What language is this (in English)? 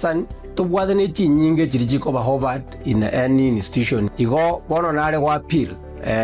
Gusii